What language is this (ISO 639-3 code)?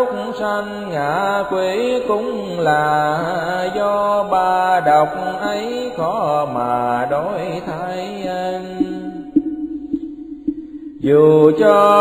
vie